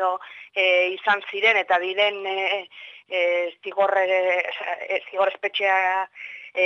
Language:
Basque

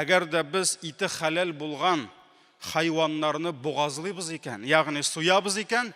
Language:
Tatar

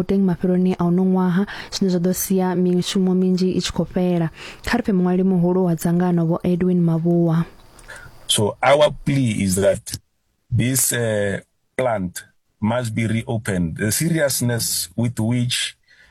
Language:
Venda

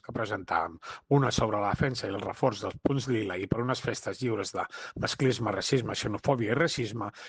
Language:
Catalan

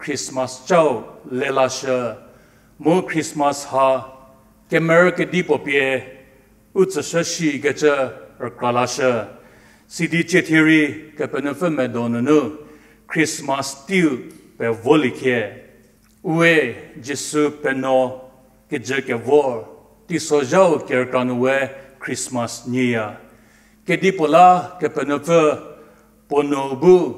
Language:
Angami Naga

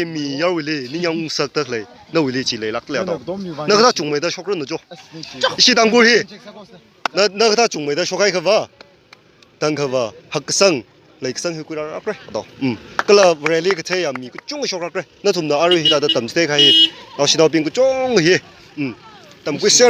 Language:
Tangkhul Naga (India)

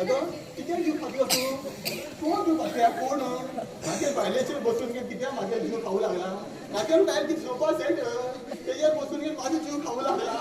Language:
Konkani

